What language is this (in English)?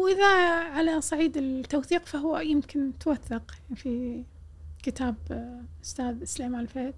Gulf Arabic